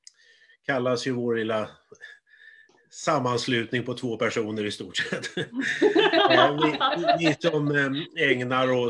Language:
Swedish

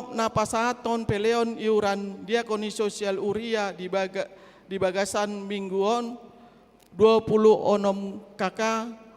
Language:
Batak Toba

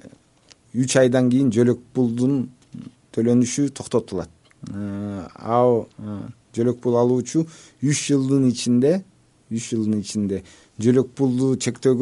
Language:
Kyrgyz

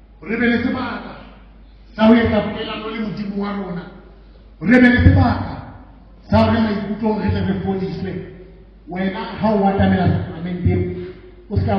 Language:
Southern Sotho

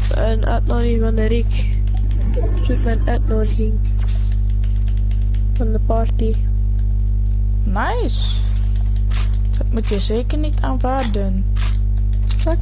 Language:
Dutch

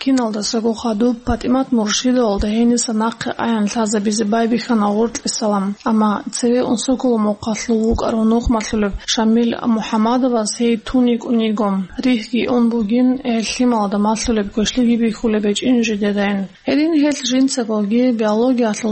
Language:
Avaric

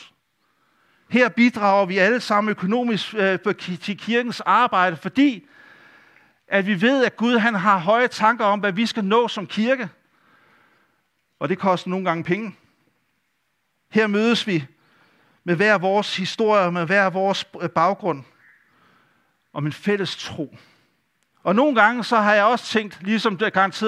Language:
Danish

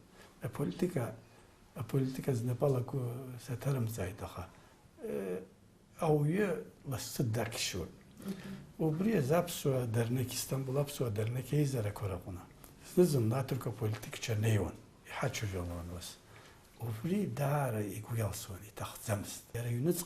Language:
Abkhazian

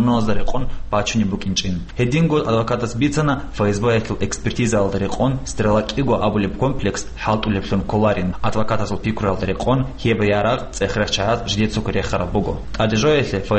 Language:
Avaric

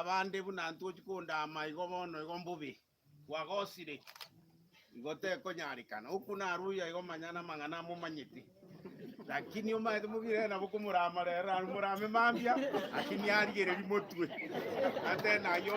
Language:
Gusii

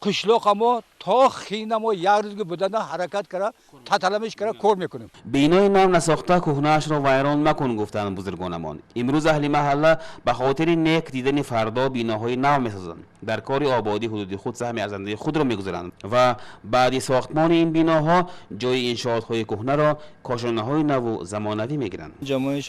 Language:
Tajik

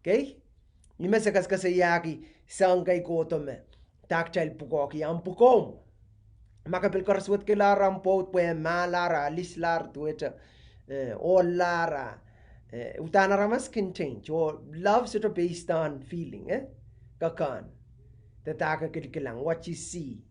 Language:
Pohnpeian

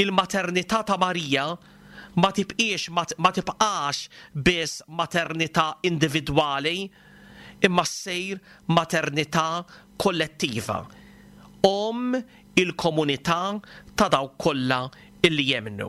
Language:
Maltese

